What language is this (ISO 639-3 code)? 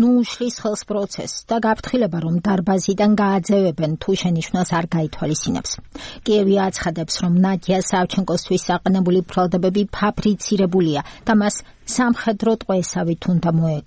kat